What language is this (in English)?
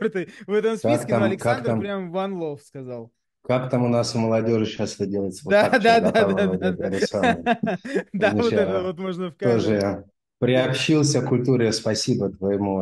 Russian